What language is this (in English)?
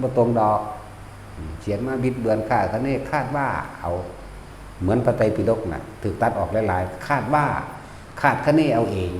Northeastern Thai